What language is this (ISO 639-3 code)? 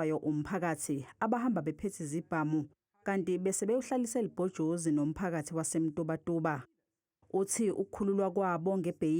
zul